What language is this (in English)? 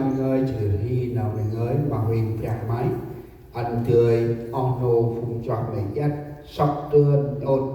Central Mnong